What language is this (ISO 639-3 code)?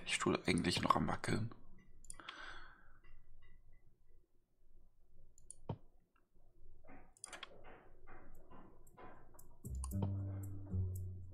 deu